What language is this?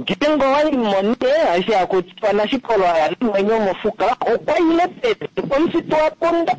Kuanyama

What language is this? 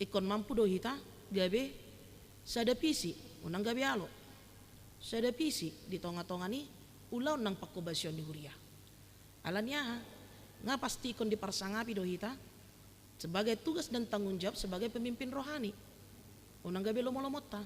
Batak Toba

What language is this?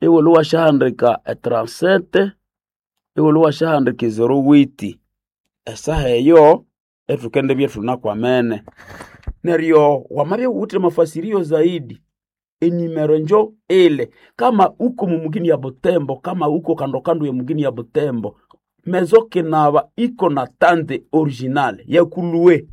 Nande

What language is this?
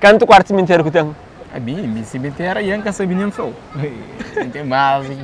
Kabuverdianu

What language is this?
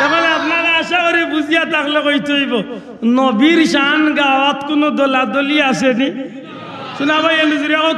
Sylheti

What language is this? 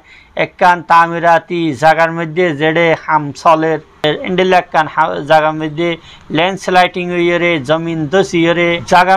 Rohingya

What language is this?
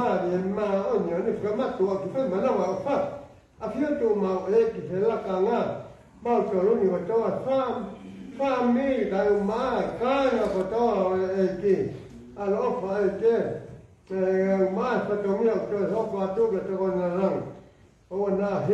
Tongan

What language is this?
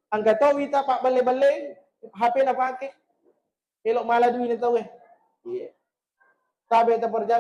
Buginese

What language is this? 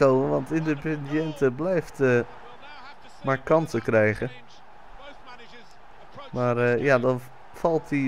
Dutch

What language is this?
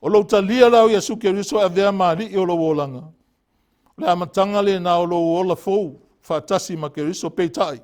Samoan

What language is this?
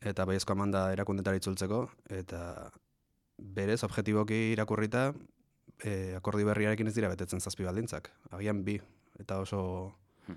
Basque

